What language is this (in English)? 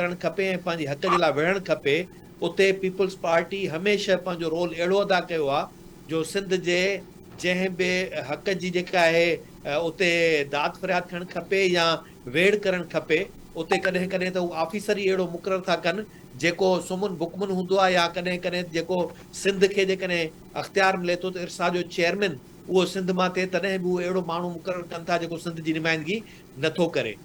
Sindhi